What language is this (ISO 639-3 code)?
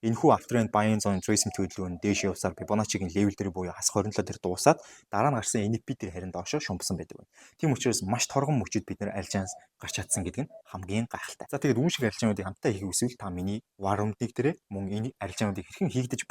mon